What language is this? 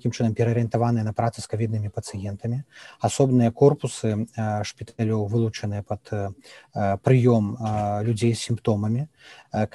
Belarusian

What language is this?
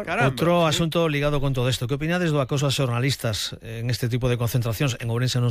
Galician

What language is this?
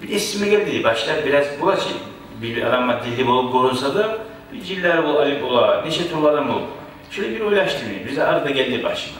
Kumyk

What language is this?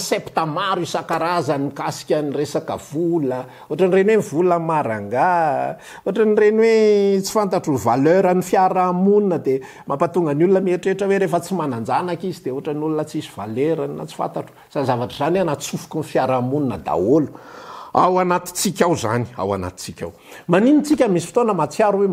Malagasy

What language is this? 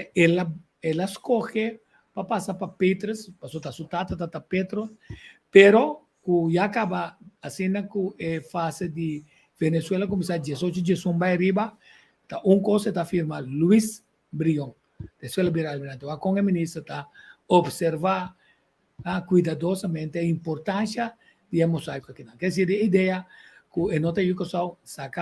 Papiamento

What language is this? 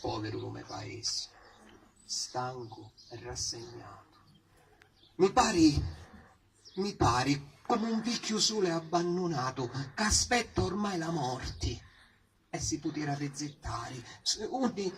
Sicilian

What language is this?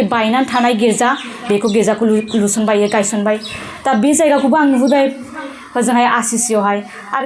Bodo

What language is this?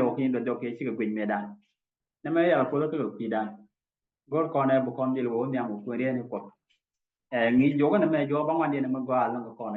Nuer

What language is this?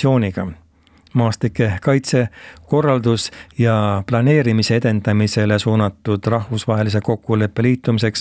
Estonian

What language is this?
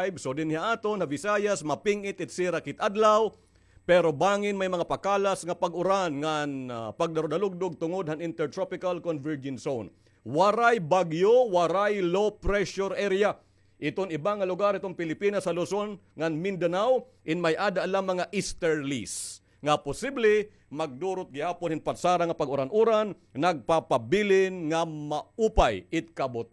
Waray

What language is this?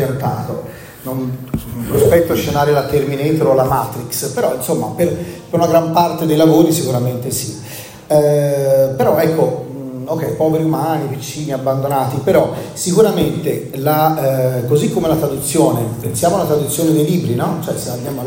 Italian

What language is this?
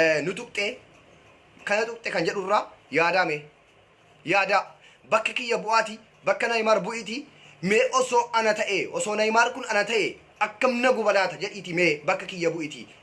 Oromo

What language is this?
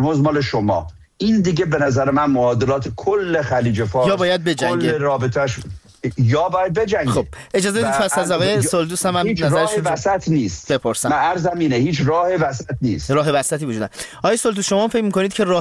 Persian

